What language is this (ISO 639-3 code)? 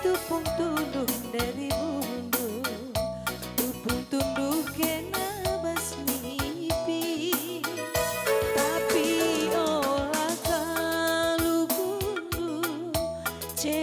btx